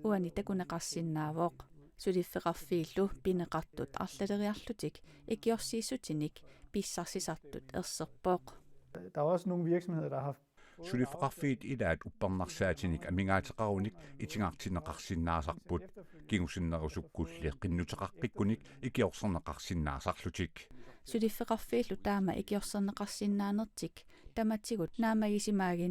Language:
Kalaallisut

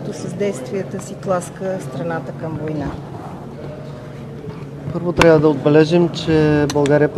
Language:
Bulgarian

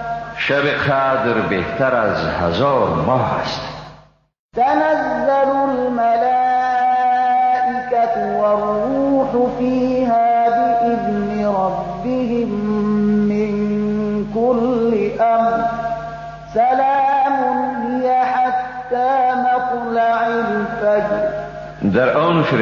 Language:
Persian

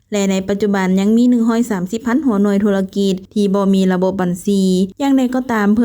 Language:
Lao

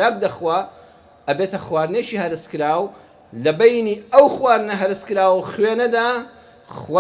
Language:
Central Kurdish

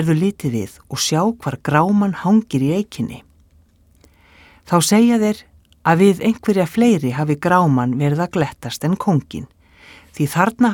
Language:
Icelandic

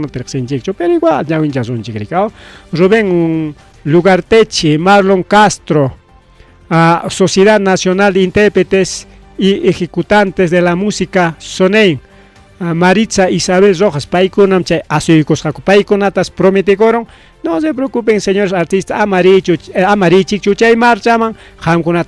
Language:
Ayacucho Quechua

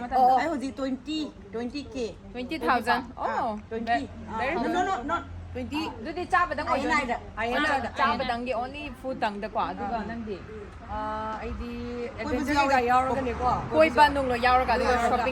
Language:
Manipuri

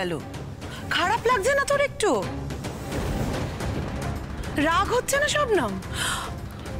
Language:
Bangla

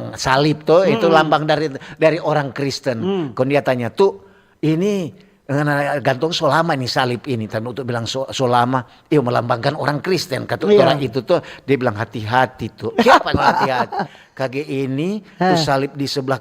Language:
Manado Malay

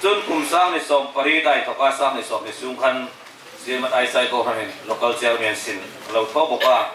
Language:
Hmar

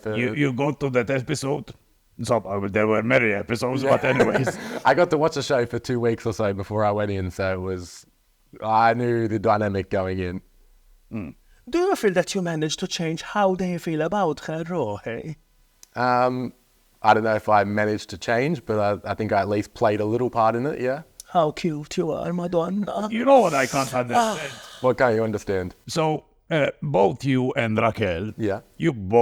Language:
English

